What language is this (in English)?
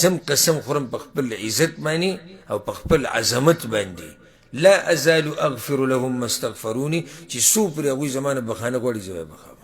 Pashto